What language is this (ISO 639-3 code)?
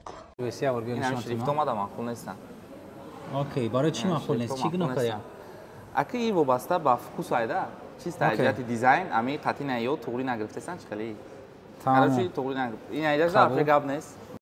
tgk